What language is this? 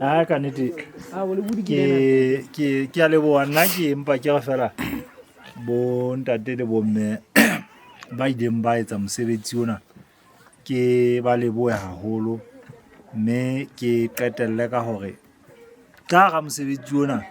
Southern Sotho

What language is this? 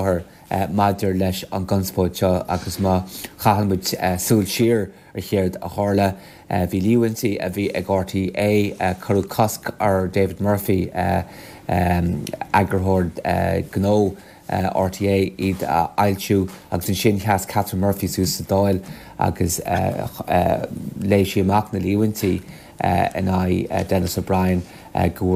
Irish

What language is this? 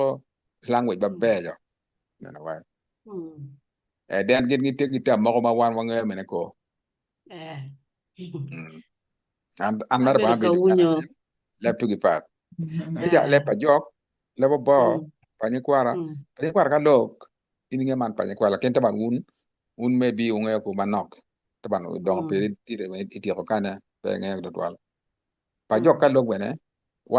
Acoli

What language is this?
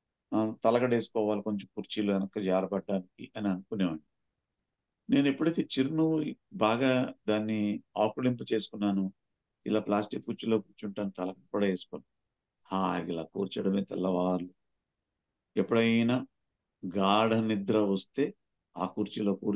Telugu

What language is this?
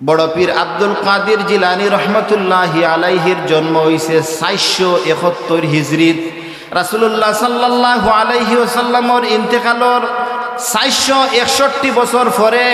Sylheti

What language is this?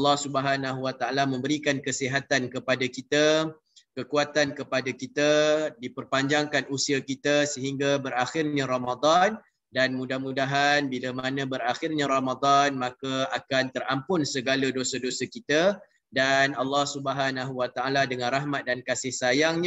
Malay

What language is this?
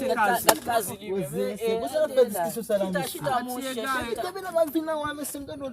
Haitian Creole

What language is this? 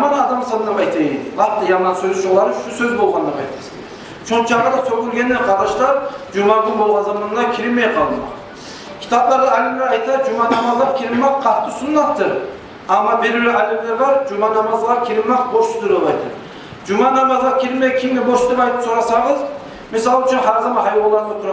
Kumyk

